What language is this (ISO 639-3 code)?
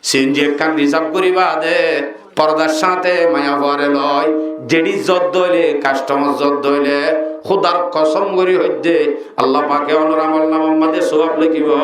rhg